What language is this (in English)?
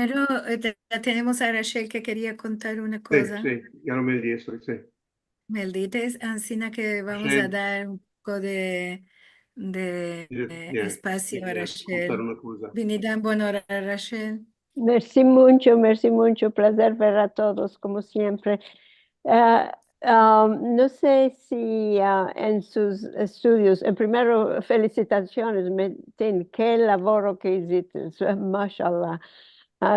Ladino